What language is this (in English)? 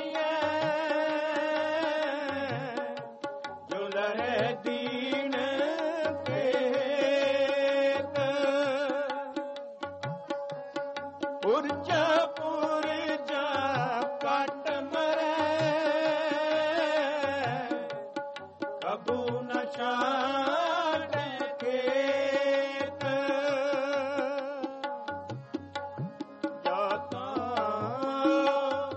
Punjabi